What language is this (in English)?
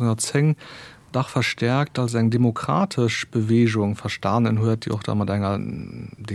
Luxembourgish